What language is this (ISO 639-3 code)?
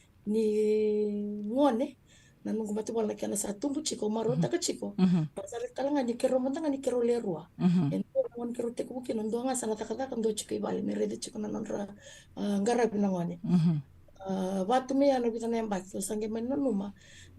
fij